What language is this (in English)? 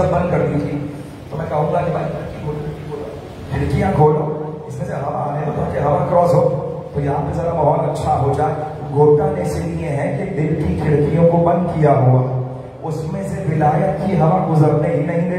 Urdu